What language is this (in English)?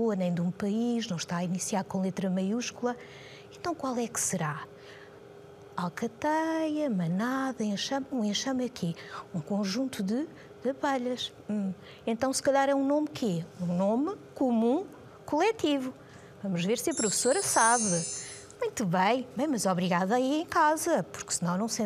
Portuguese